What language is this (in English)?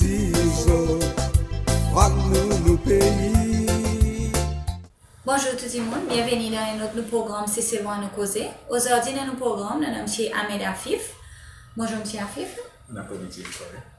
Seselwa Creole French